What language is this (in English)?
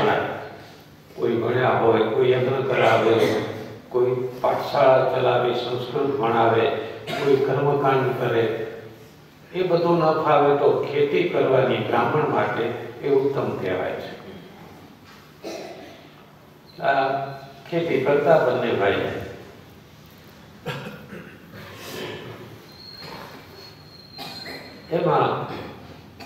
Gujarati